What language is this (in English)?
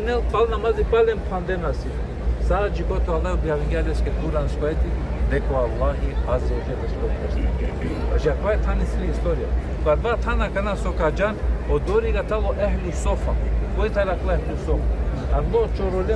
Balkan Romani